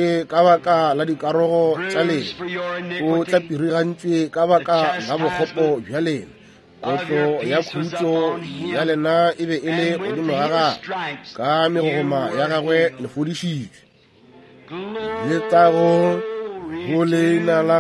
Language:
Northern Sotho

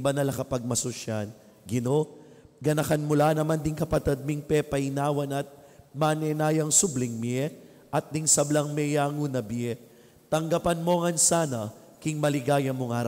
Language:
Pampanga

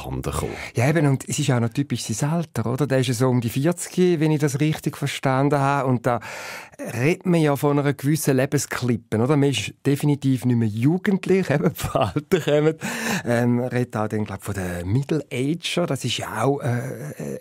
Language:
Swiss German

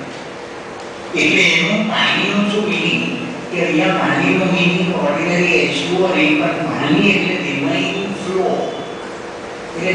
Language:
Gujarati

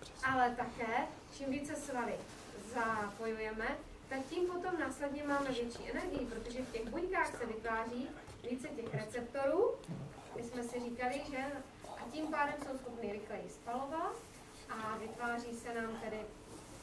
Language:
Czech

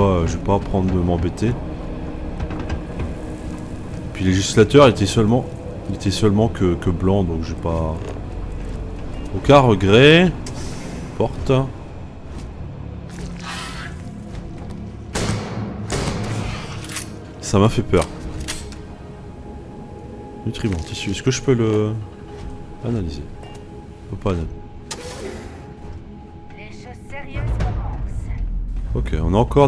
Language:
French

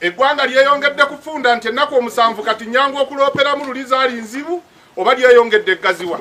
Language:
Ganda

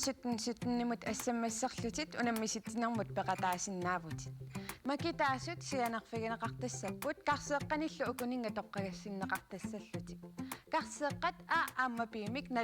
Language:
Kalaallisut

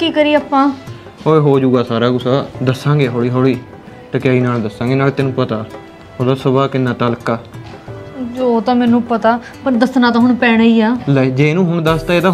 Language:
Punjabi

